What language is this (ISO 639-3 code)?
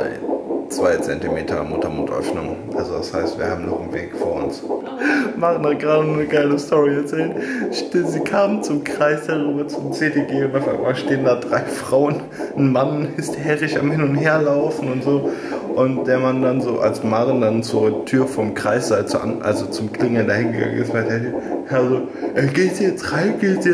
deu